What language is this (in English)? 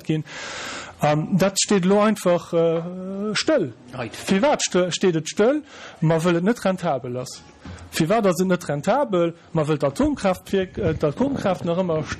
Luxembourgish